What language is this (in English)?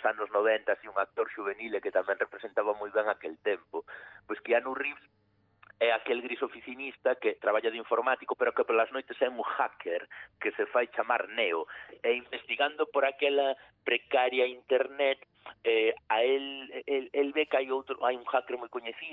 Galician